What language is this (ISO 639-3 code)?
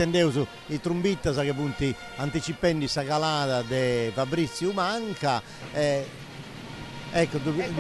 srd